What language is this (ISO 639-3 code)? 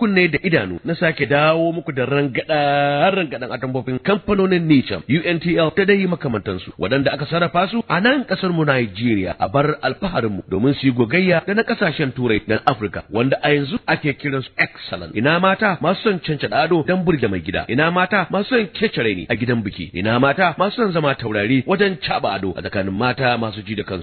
hau